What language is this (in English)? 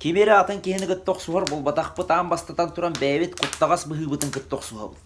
Yakut